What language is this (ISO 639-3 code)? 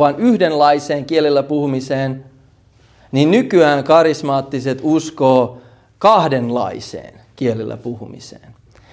fin